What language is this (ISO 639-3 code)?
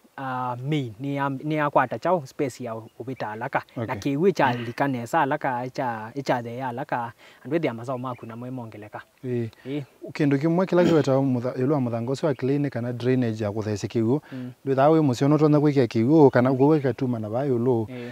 kam